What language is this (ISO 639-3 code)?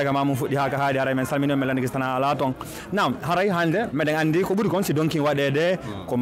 ful